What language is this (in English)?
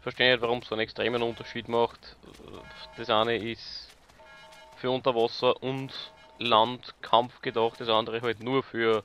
Bavarian